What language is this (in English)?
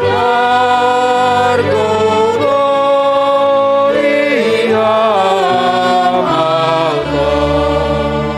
Batak Simalungun